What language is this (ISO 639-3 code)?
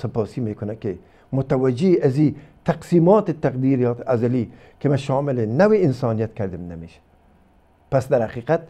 fas